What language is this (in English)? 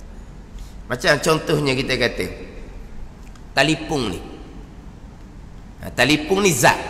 Malay